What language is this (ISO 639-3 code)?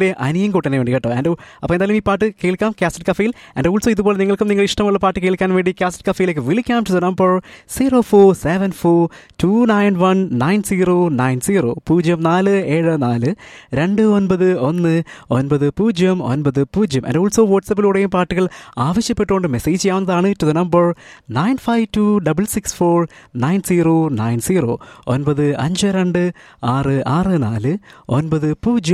mal